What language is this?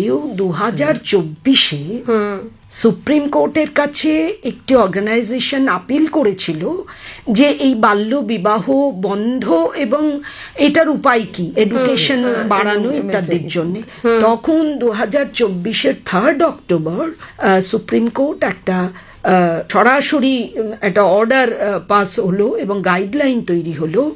Bangla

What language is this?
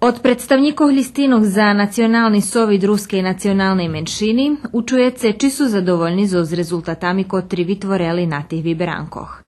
Rusyn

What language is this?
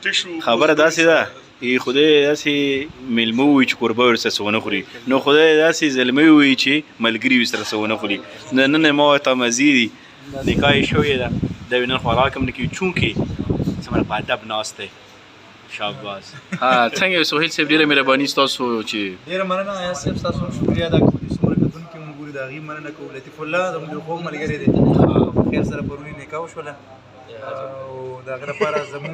Pashto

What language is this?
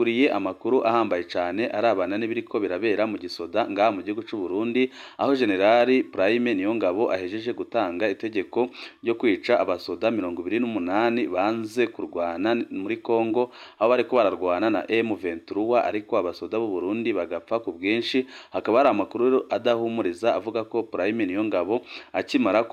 Rundi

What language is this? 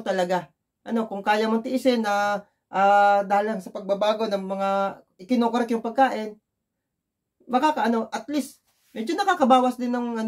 Filipino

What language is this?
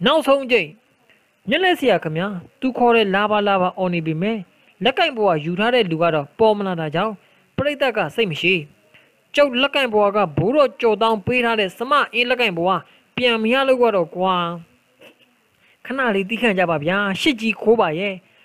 Burmese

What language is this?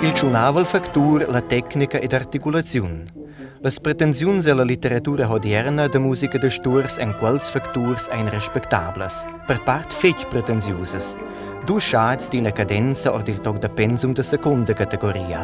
Romansh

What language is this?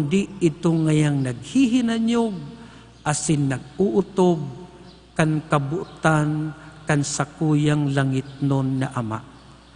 Bikol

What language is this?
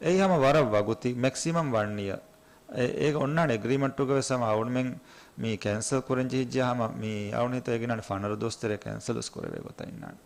Divehi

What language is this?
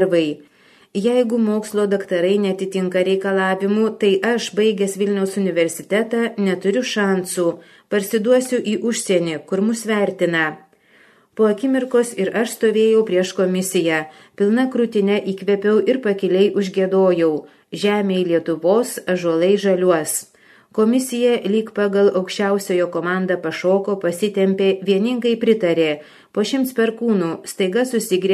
Lithuanian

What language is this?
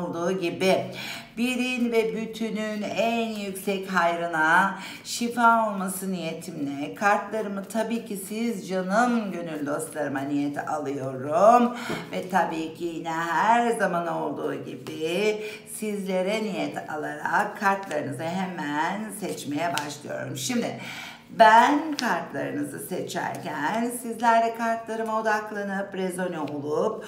Turkish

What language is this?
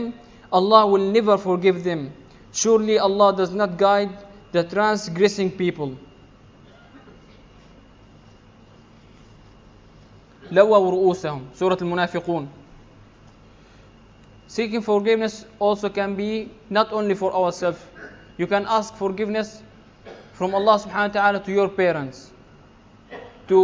English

